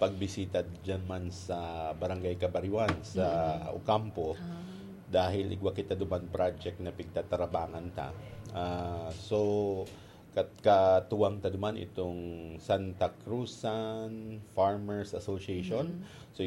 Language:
Bikol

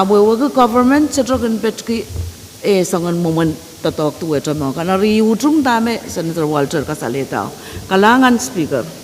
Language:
Pohnpeian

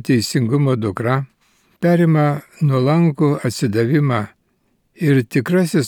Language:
Lithuanian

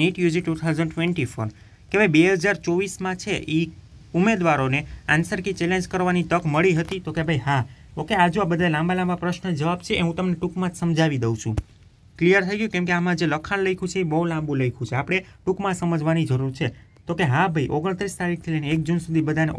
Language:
Gujarati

